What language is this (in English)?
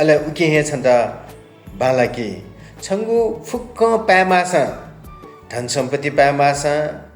Newari